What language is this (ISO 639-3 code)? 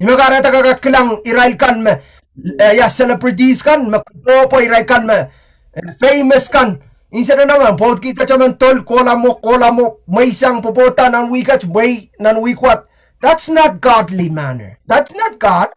pon